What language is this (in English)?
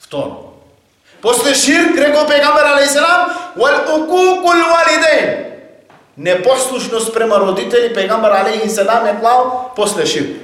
Macedonian